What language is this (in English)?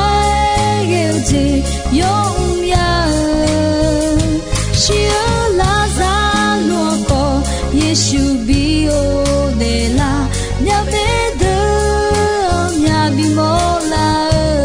Akha